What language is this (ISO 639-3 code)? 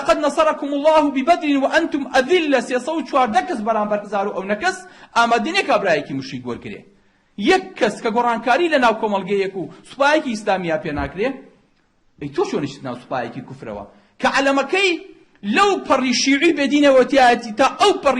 ckb